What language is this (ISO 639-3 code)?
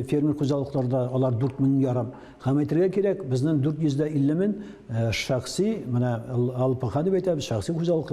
tat